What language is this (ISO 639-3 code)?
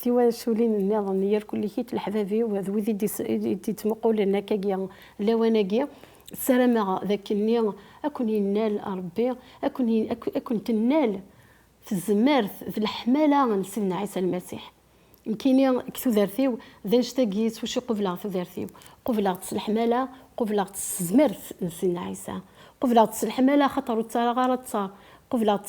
kab